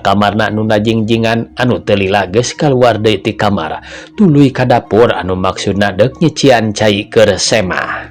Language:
Sundanese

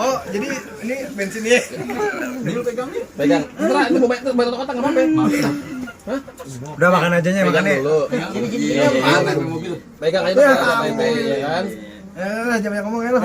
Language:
Betawi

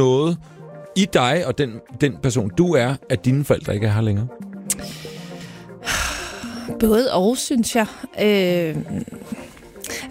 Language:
Danish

